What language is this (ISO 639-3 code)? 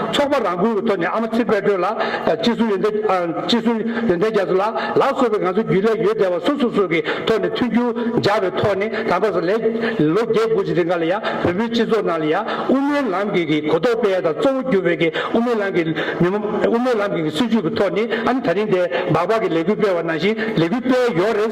bod